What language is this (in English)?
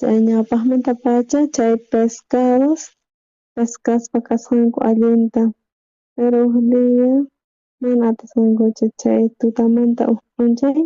South Bolivian Quechua